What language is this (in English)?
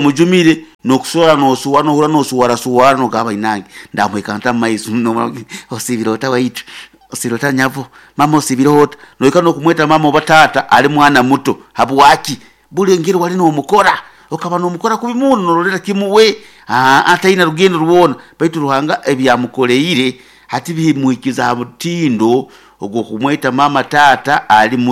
Nyoro